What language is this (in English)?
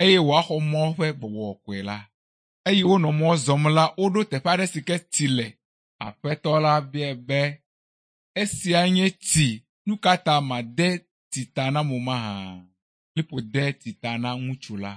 Ewe